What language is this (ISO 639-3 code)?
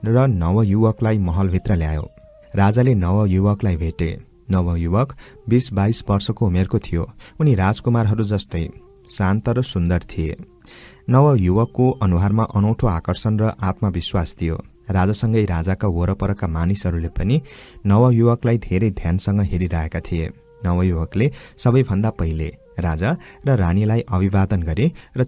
nep